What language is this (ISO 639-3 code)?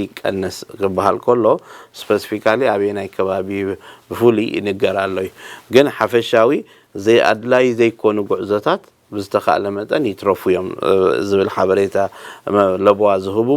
tir